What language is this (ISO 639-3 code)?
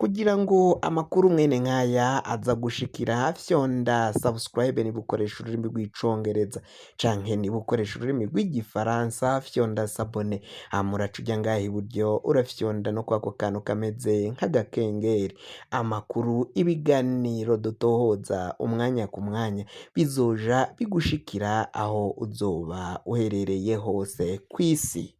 run